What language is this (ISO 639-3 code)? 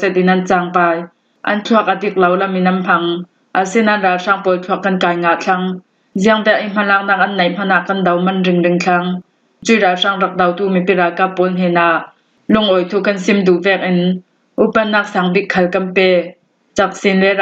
cfm